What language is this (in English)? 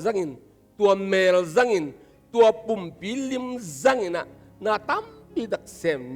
Tedim Chin